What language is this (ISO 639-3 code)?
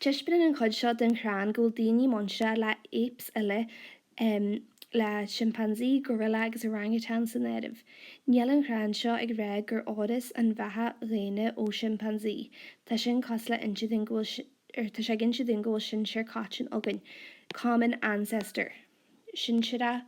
gle